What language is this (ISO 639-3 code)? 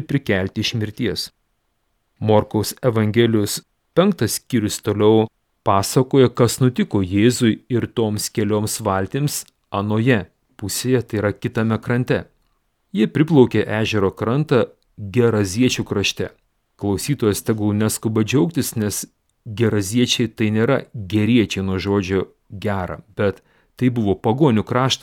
lit